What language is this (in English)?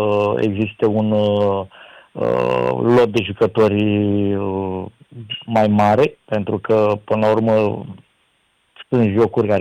Romanian